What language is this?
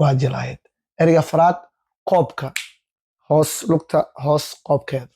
Somali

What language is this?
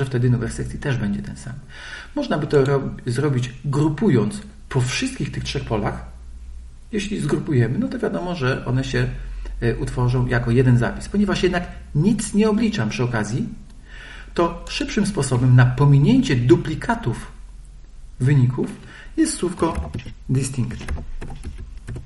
Polish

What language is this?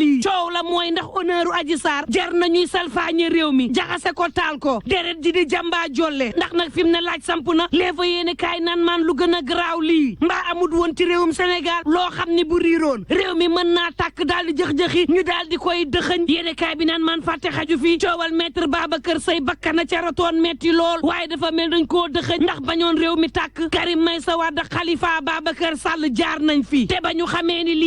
Wolof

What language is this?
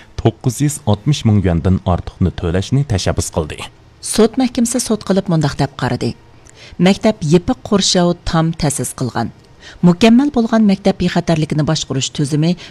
Uyghur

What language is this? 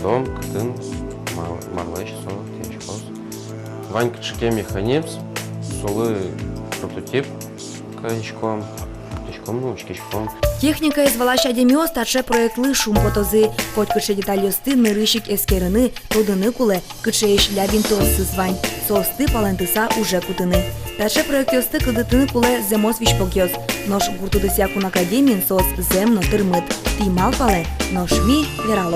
Udmurt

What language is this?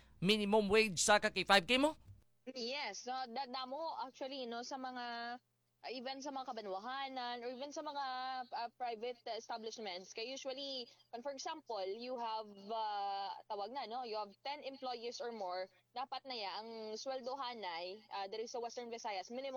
Hiligaynon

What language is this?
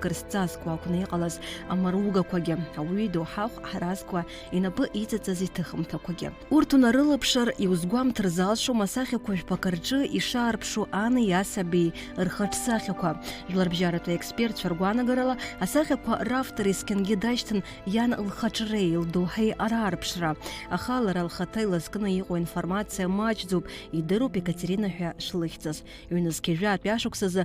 Abkhazian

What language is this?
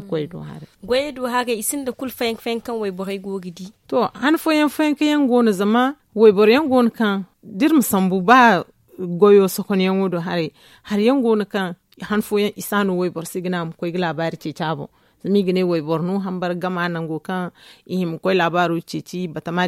Zarma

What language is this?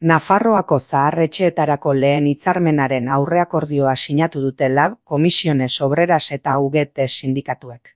Basque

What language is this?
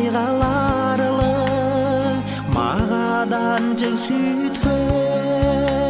Tuvinian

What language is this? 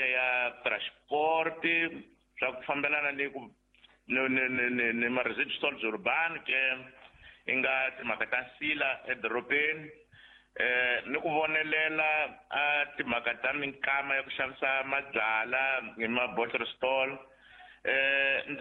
Tsonga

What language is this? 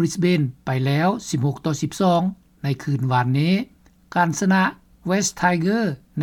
Lao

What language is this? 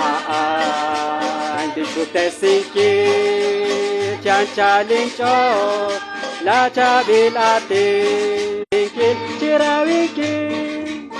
Kekchí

